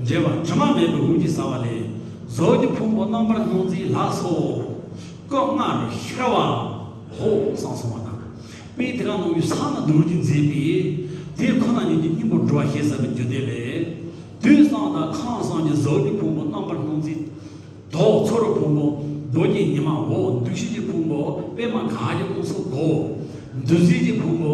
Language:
Tibetan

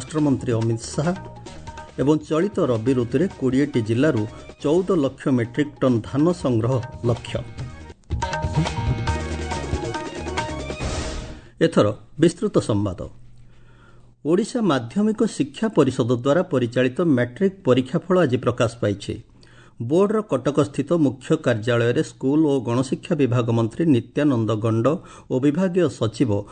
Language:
Odia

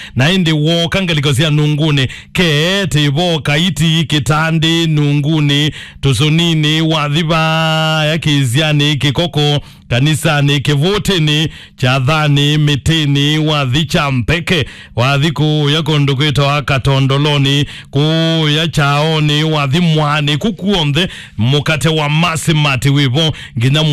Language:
Kamba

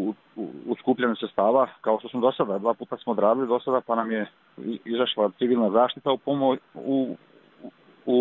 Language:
Serbian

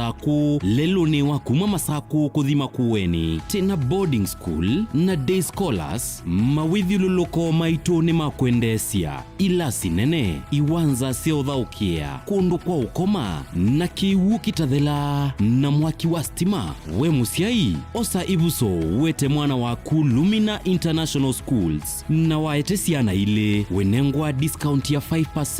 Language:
Kamba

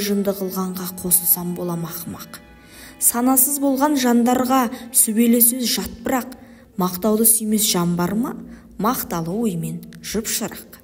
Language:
Kazakh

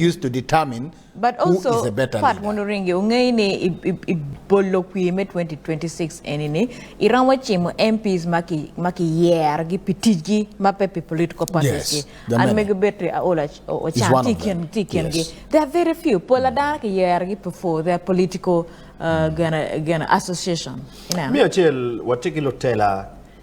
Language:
Acoli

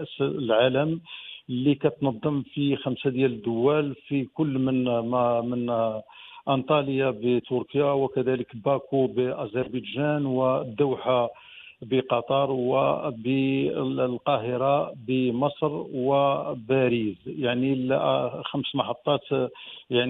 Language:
Moroccan Arabic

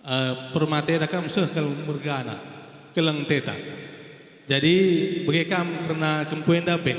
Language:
Batak Karo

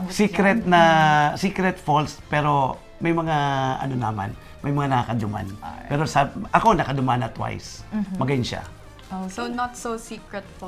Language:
Bikol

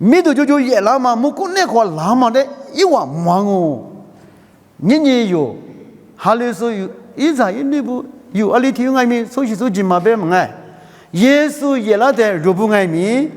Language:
Lisu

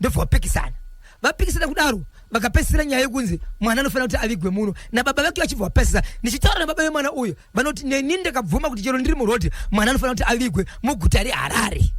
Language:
Shona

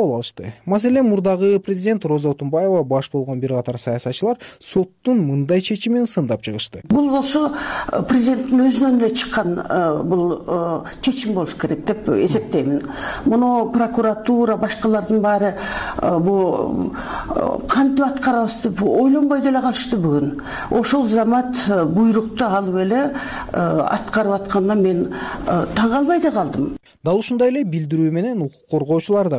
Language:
Kyrgyz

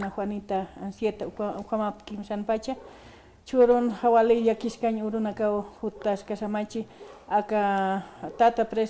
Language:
Aymara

